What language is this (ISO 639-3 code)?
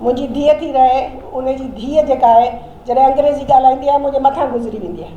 snd